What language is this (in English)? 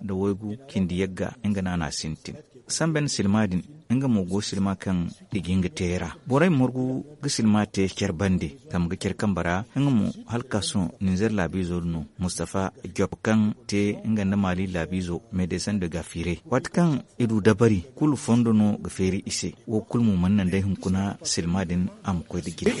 Zarma